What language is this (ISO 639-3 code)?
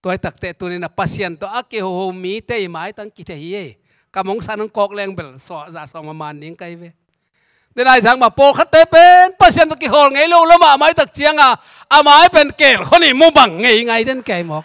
ctd